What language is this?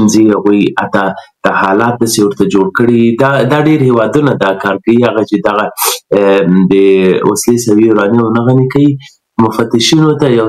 Pashto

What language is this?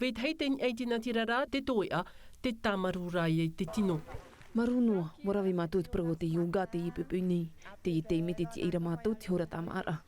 Tahitian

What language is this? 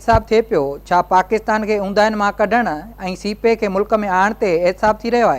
Sindhi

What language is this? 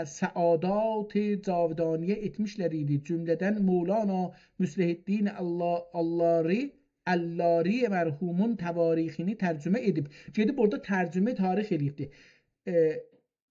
South Azerbaijani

